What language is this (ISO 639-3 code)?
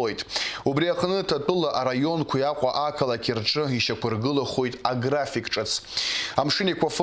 abk